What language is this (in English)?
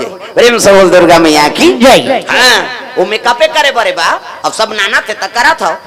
Chhattisgarhi